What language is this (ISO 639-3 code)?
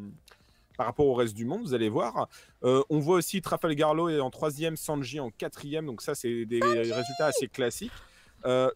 fra